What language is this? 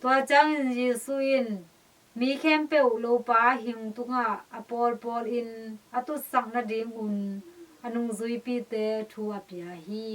Tedim Chin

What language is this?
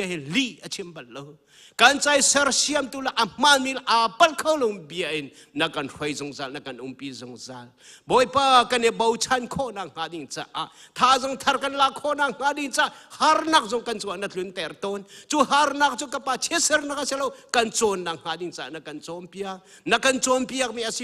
Hakha Chin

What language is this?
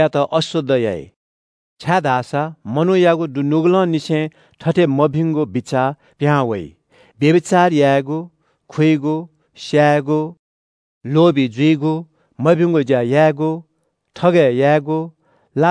Newari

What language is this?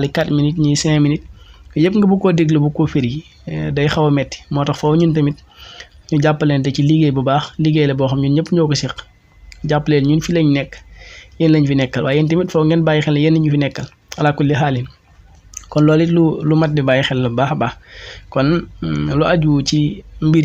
Wolof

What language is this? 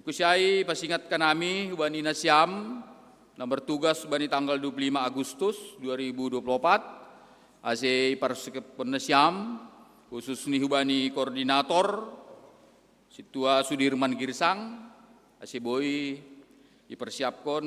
Batak Simalungun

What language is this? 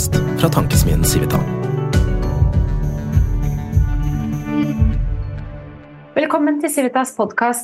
Norwegian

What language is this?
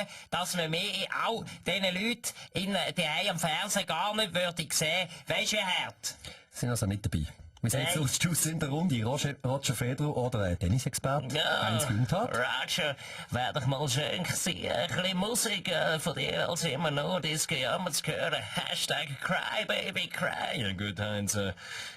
Swiss German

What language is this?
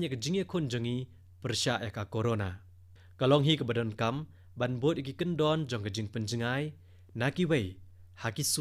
Khasi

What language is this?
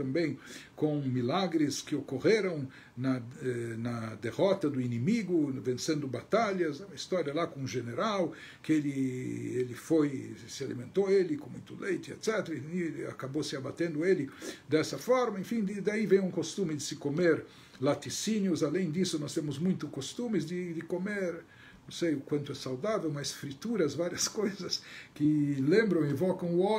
Portuguese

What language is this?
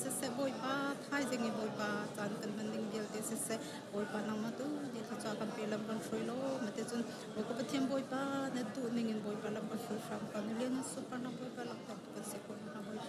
Hakha Chin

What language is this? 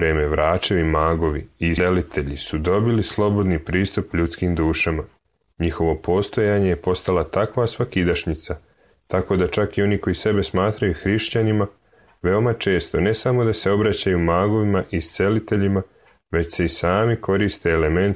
Serbian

